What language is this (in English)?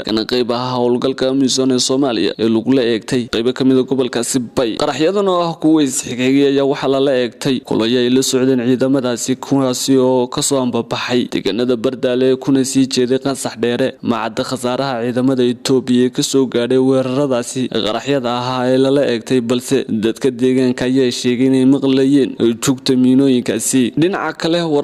Somali